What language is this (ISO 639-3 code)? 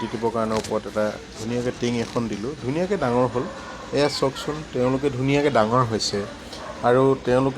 asm